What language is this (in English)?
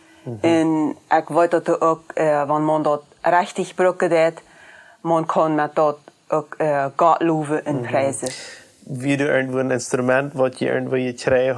Plautdietsch